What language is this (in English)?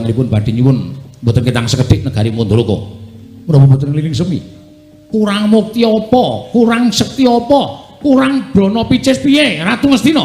Javanese